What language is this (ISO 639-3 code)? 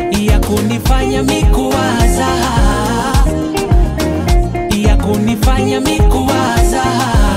swa